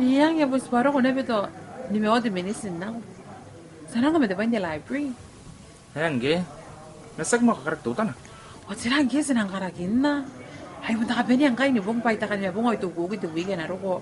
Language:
Gilbertese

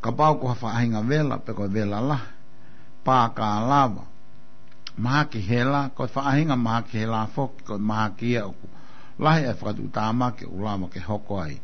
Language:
Tongan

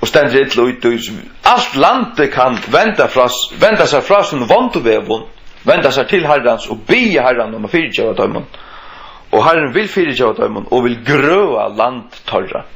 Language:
Faroese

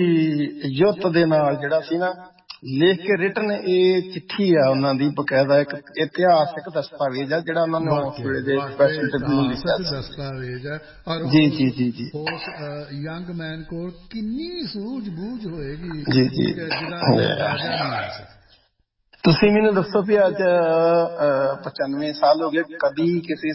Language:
Punjabi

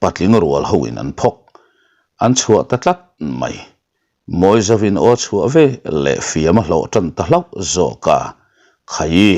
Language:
Mizo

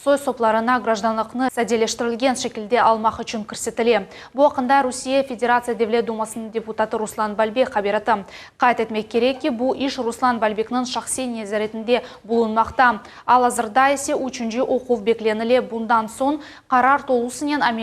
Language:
Crimean Tatar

